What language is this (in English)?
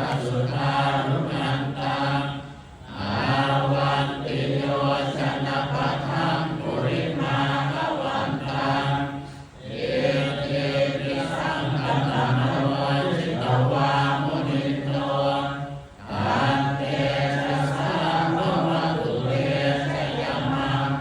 Pali